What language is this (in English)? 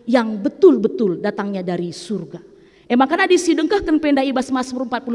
Batak Karo